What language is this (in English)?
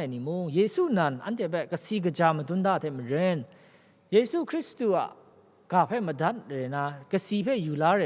Kachin